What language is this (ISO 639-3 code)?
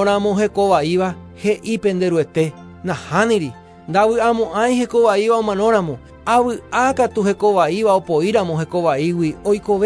grn